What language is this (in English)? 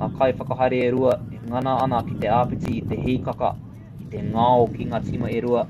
Māori